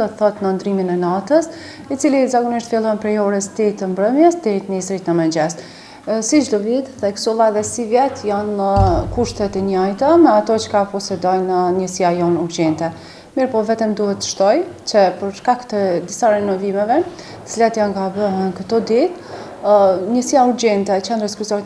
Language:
Albanian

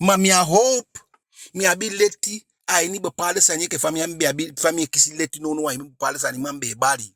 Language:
Eastern Maroon Creole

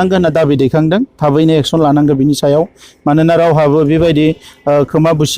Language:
Bodo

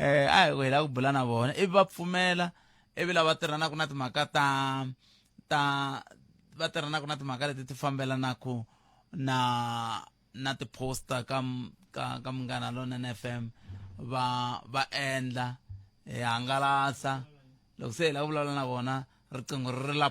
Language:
Tsonga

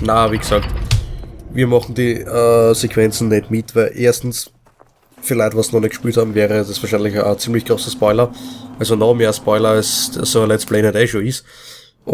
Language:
Bavarian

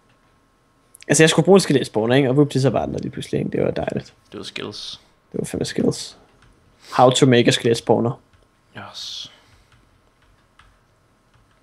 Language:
Danish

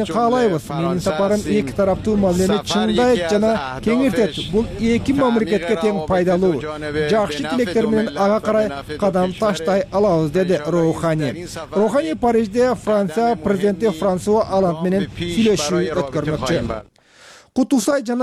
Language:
Kyrgyz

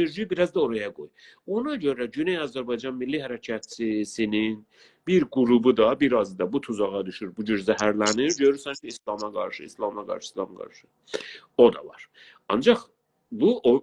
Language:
South Azerbaijani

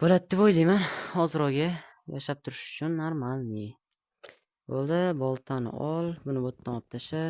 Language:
Uzbek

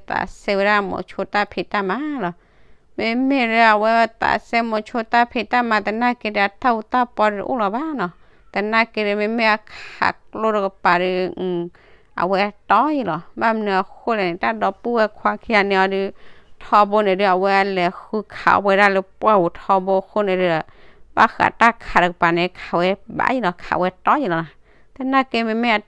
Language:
S'gaw Karen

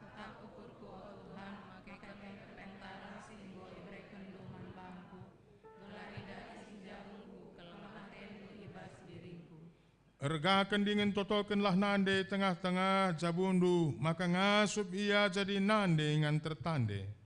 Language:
Batak Karo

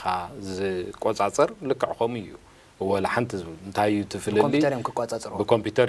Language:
Tigrinya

